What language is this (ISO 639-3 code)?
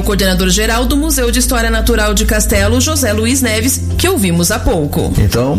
por